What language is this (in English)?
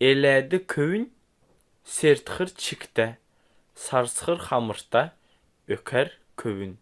Kalmyk